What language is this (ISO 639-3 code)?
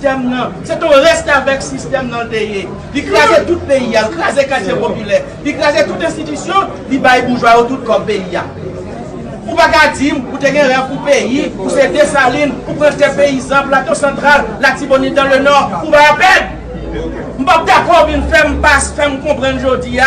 hat